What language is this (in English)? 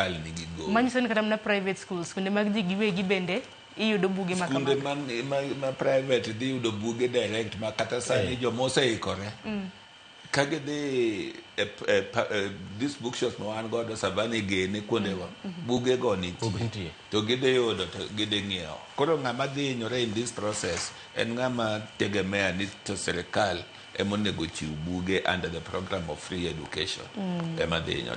Luo (Kenya and Tanzania)